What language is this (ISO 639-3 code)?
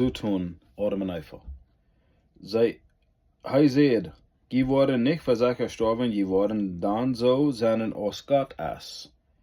pdt